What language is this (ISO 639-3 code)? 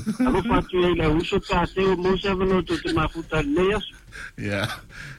smo